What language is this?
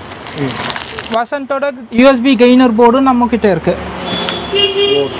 Tamil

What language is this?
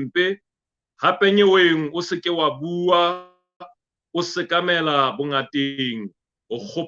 Southern Sotho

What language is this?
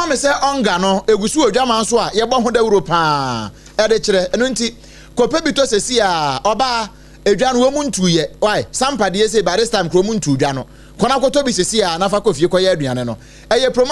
Akan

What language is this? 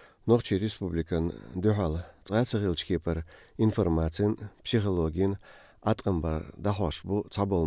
Chechen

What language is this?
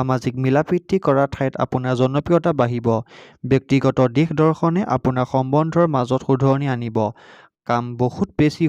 Assamese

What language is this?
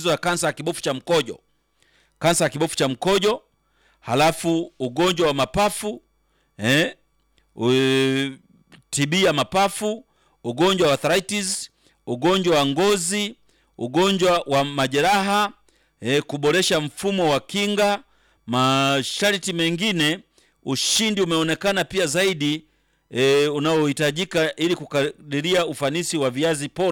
Swahili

